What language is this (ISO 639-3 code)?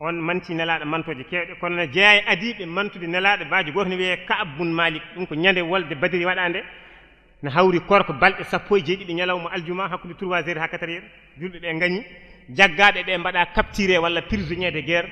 ful